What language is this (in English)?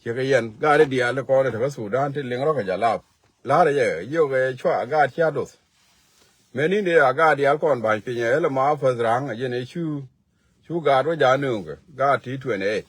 Nuer